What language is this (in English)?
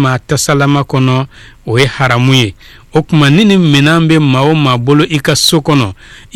Bambara